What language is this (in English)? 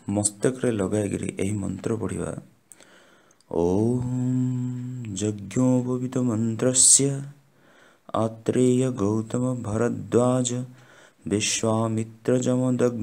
Odia